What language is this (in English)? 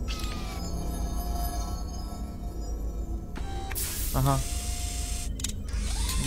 Croatian